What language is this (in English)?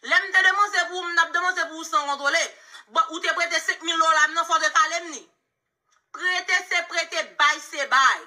Haitian Creole